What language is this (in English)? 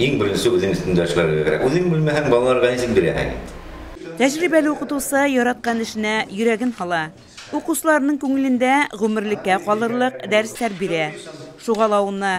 Bashkir